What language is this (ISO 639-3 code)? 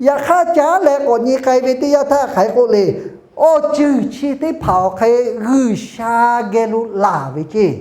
lhu